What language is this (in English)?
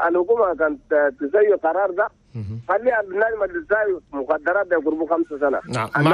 Chadian Arabic